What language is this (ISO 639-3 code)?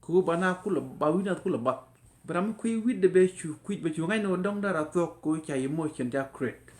nus